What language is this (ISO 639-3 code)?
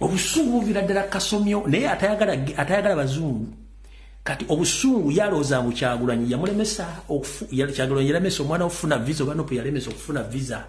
lug